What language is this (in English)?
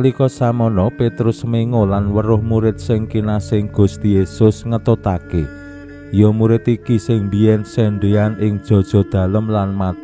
Javanese